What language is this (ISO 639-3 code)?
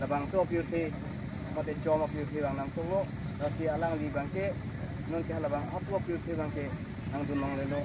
mjw